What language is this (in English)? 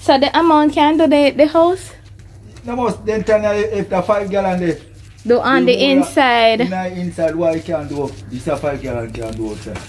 Jamaican Creole English